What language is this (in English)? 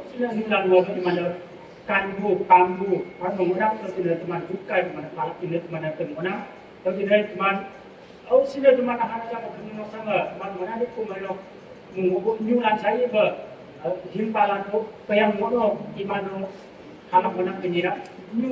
Naga Pidgin